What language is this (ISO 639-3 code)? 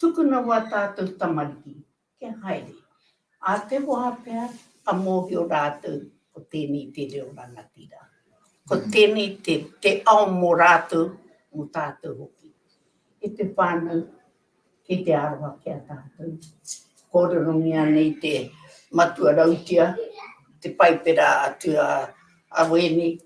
mri